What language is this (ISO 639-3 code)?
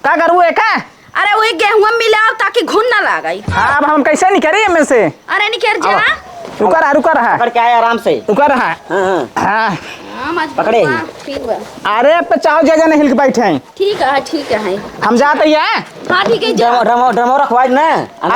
awa